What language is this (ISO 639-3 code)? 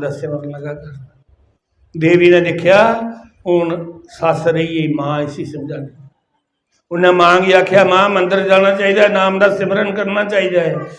doi